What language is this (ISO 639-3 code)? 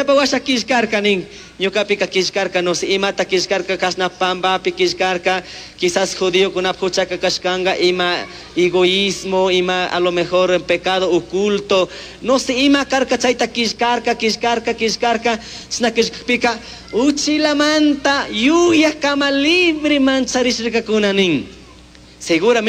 qug